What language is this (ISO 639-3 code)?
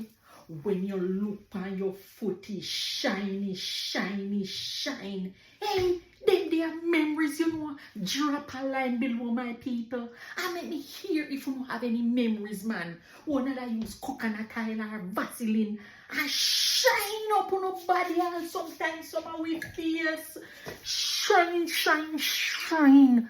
jam